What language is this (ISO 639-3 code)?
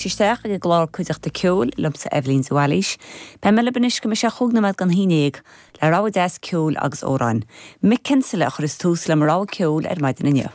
gle